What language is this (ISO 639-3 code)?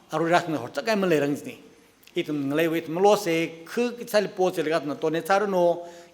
nmf